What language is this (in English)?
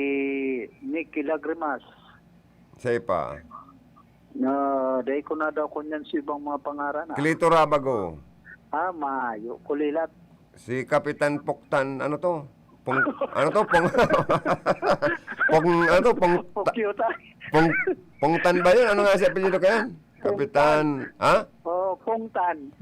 Bikol